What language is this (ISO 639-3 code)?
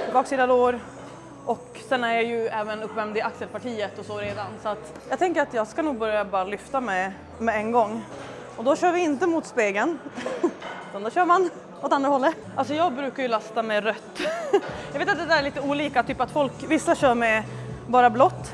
swe